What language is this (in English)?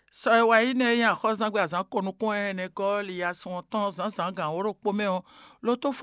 Fon